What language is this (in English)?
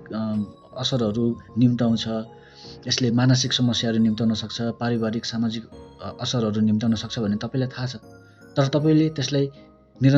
Nepali